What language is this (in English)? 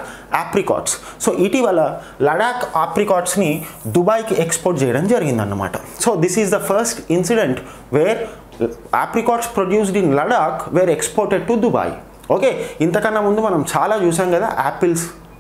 Telugu